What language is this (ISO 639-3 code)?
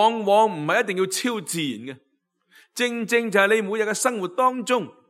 yue